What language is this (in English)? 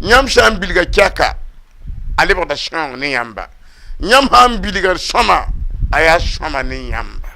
Mossi